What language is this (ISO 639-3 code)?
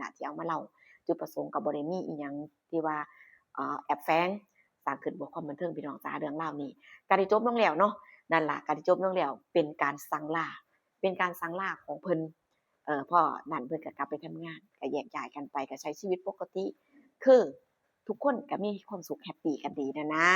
tts